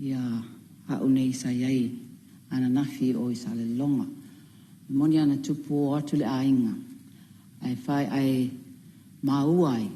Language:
Samoan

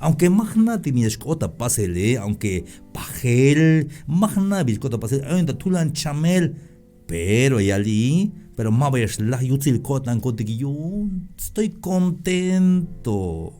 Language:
Tzeltal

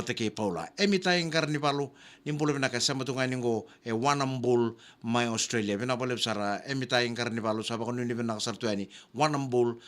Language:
Fijian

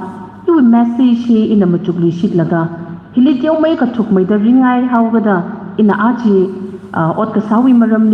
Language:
Tangkhul Naga (India)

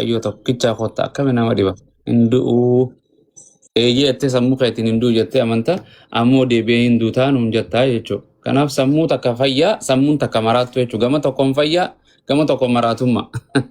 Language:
Oromo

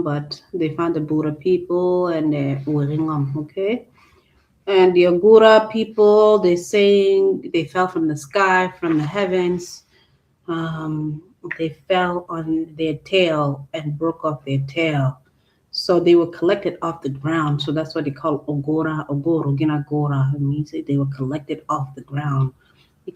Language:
Acoli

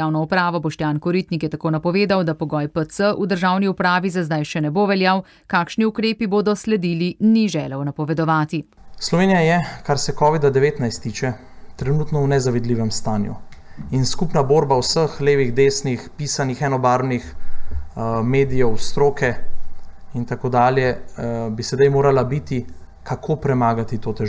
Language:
Slovenian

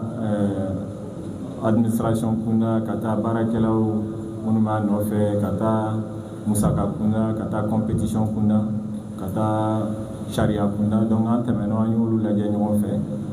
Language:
Bambara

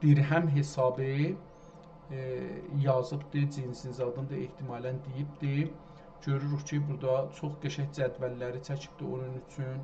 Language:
South Azerbaijani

